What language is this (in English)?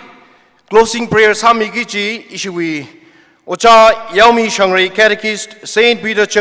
Tangkhul Naga (India)